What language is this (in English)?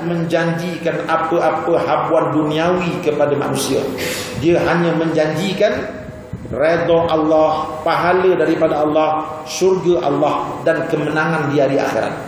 Malay